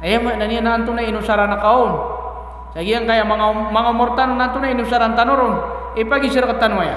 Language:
Maranao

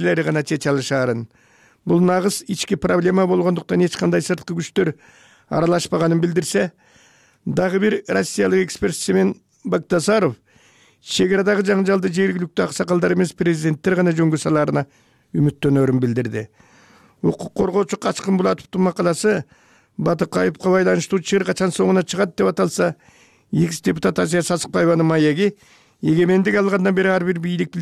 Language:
Kyrgyz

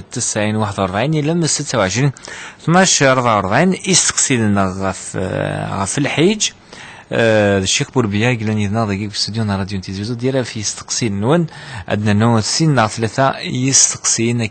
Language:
Kabyle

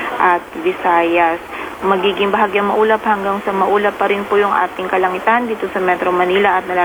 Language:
Filipino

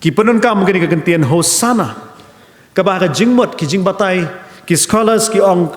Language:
Khasi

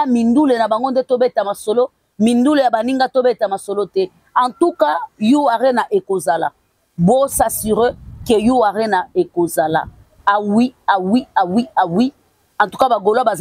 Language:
Lingala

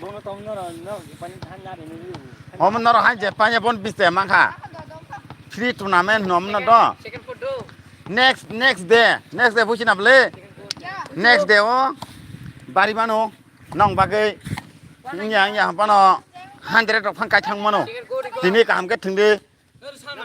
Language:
Kok Borok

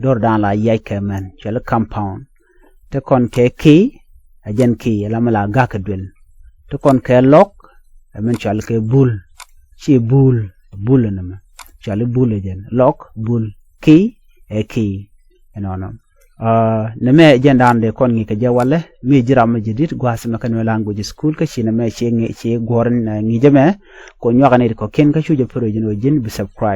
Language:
Nuer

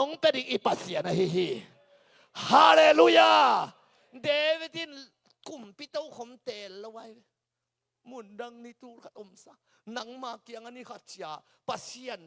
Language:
Tedim Chin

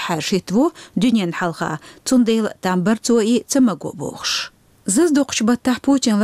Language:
Chechen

